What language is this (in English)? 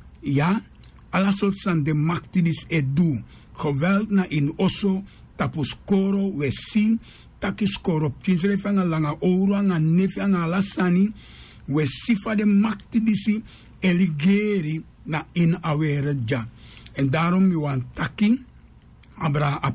Sranan Tongo